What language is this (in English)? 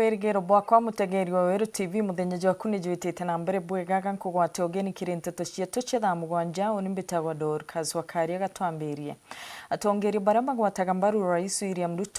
Meru